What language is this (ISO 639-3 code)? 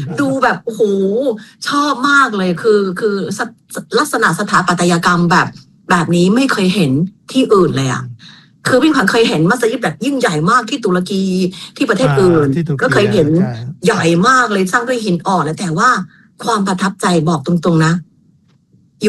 tha